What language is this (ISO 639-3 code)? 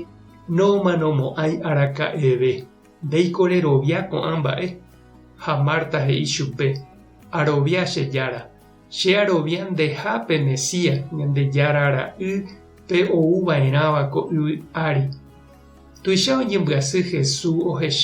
grn